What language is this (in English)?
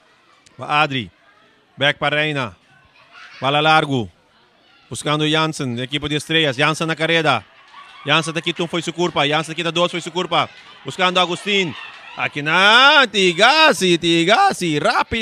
Papiamento